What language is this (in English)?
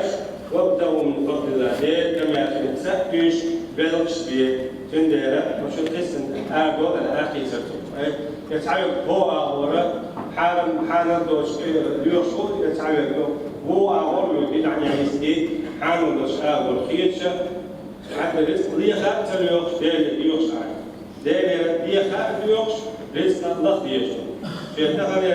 Chechen